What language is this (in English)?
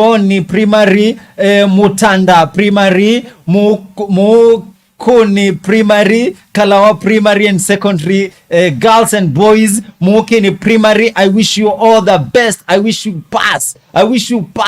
Kamba